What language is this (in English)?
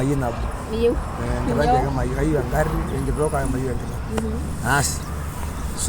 Masai